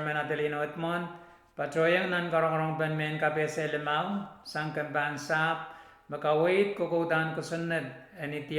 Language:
Pohnpeian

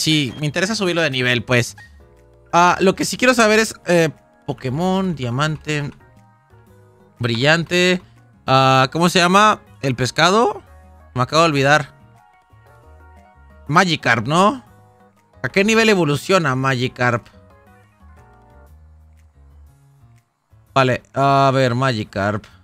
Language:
Spanish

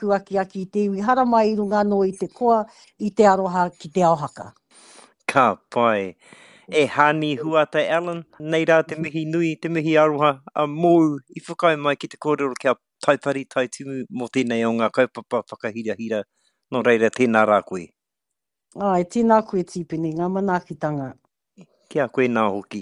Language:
Māori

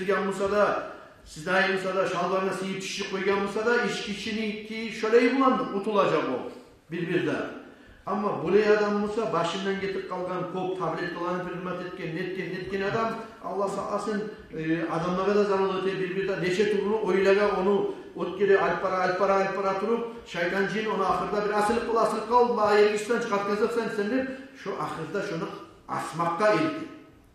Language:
Kumyk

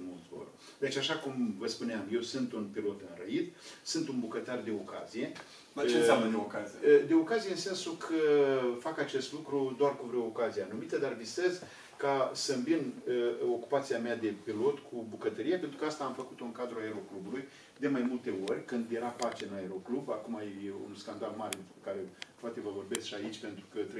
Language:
Romanian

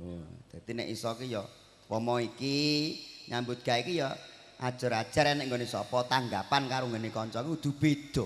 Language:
Javanese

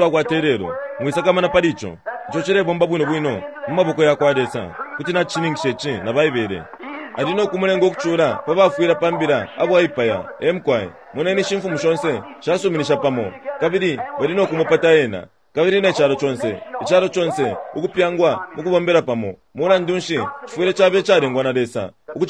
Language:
Bemba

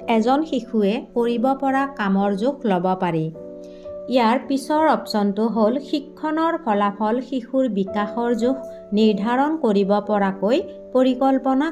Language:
Assamese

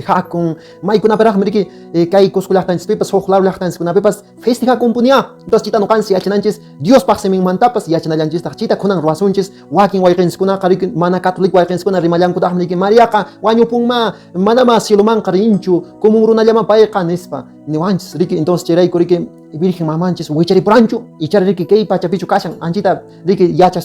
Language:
Quechua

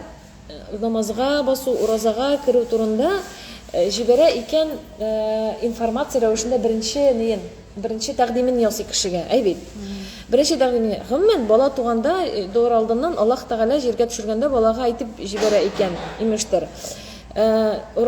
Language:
Tatar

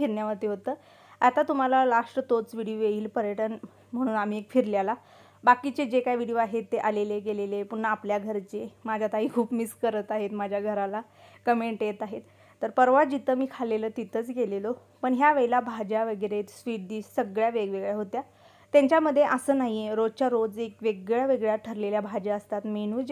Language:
Marathi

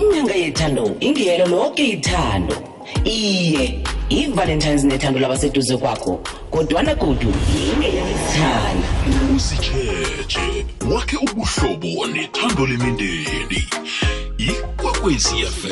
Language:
South Ndebele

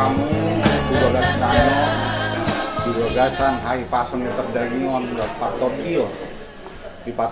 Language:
Batak Toba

